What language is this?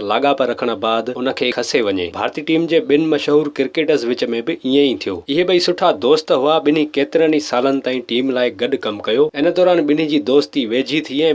Sindhi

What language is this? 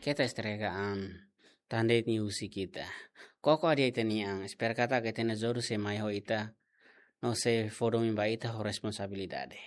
Tetum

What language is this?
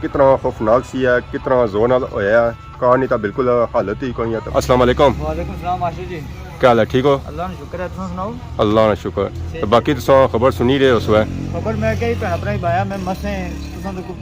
Pahari-Potwari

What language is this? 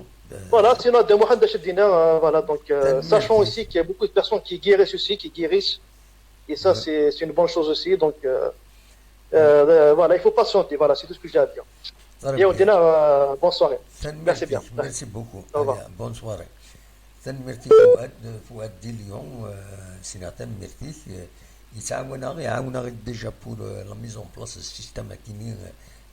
Kabyle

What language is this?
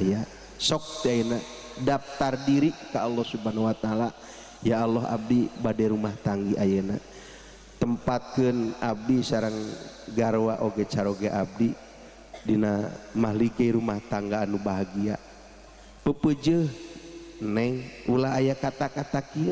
Sundanese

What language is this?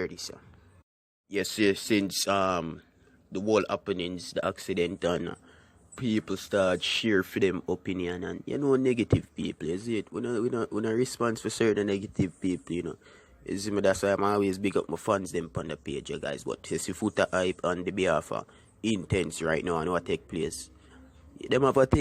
Jamaican Creole English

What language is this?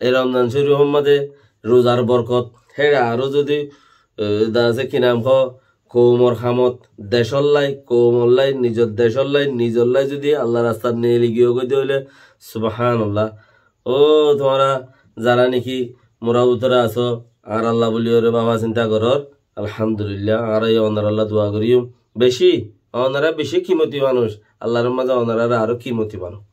Rohingya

